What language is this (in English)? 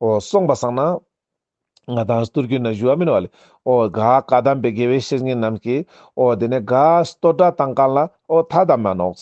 Ladakhi